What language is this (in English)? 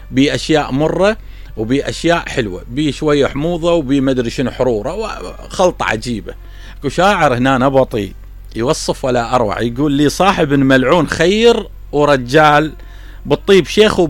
Mesopotamian Arabic